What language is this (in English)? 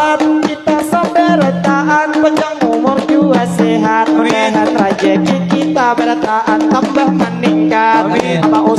Banjar